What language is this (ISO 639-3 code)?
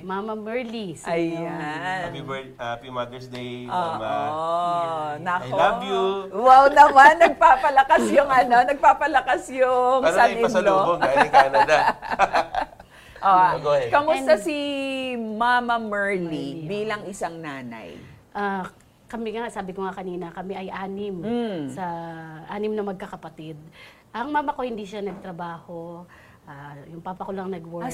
fil